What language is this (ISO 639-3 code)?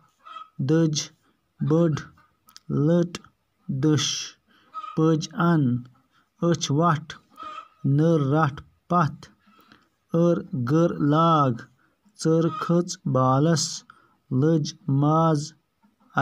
kas